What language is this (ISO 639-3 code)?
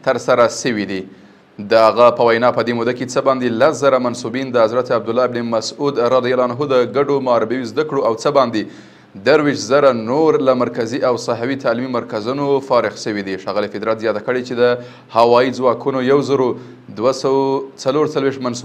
pus